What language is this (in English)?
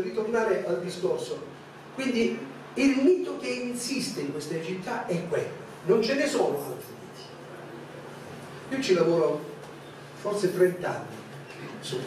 Italian